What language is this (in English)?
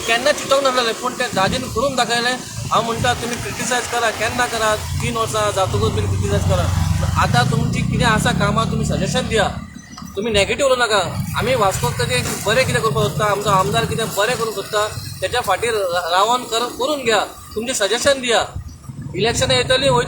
Konkani